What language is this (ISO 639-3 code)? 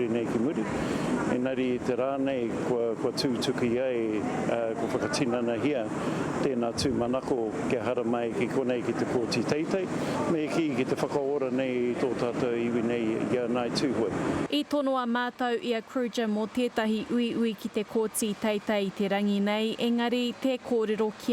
mri